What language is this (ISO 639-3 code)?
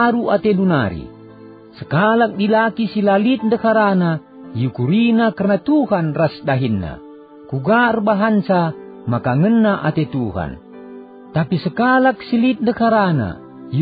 btx